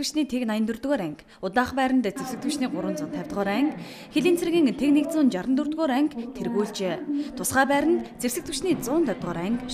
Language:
Mongolian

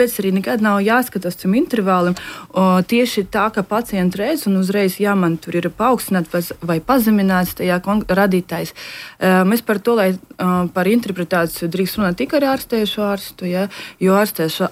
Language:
Latvian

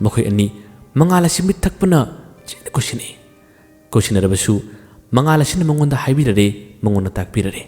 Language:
Manipuri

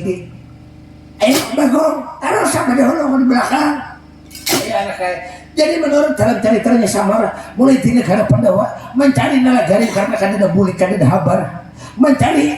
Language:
Banjar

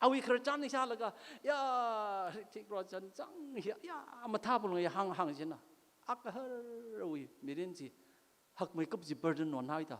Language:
Tangkhul Naga (India)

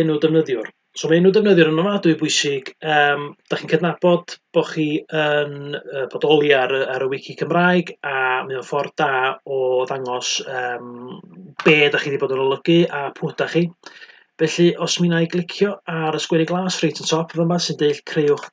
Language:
Welsh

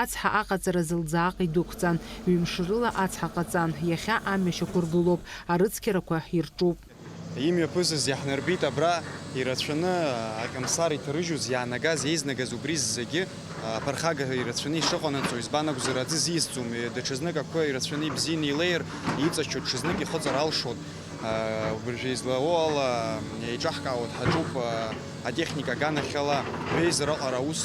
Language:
Abkhazian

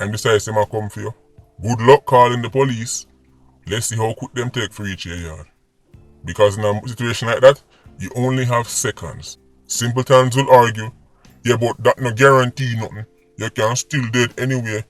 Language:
Jamaican Creole English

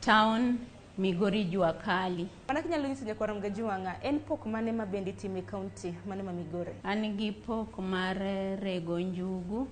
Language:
Luo (Kenya and Tanzania)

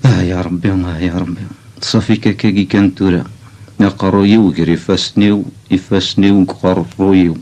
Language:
Kabyle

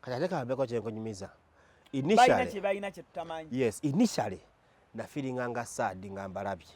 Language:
Ganda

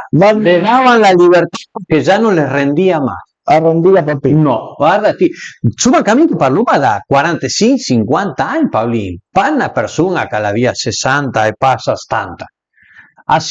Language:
Piedmontese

